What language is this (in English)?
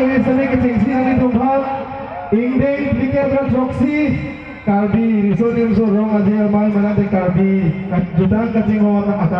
Karbi